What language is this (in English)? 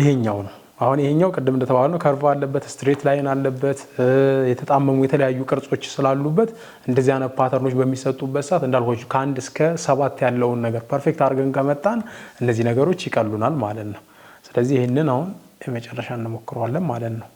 Amharic